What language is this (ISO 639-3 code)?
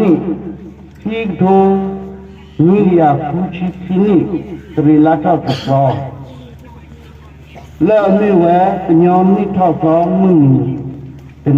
ksw